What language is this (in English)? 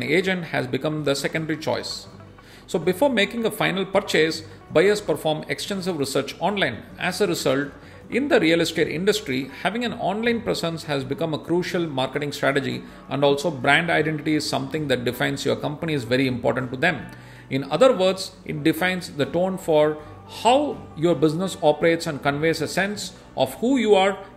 English